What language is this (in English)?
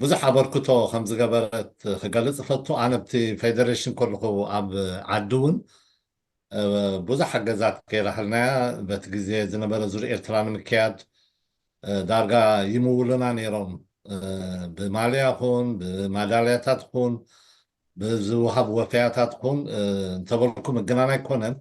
Tigrinya